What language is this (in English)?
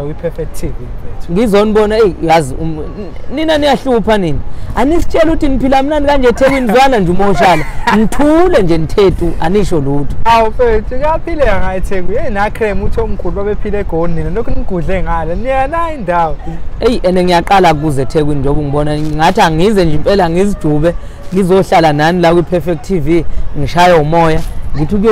Zulu